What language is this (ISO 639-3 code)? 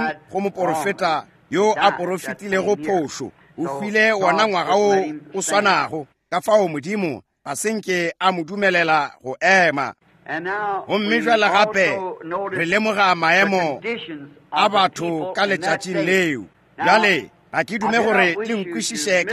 nso